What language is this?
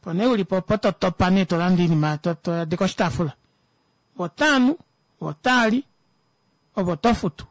Kuanyama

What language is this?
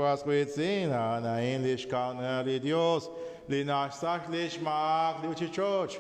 Kekchí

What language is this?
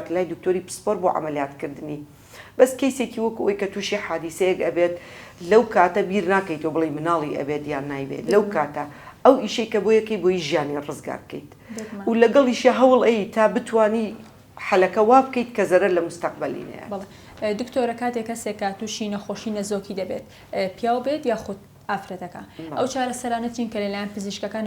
Central Kurdish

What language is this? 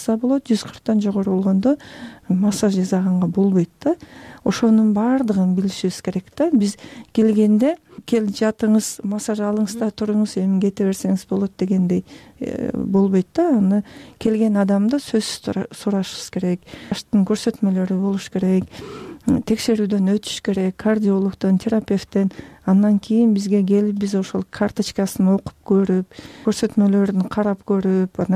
Kyrgyz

